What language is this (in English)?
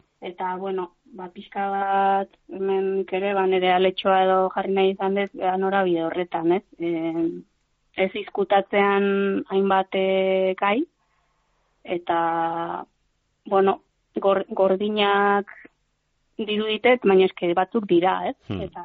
Basque